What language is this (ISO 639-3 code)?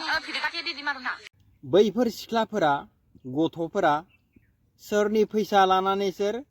brx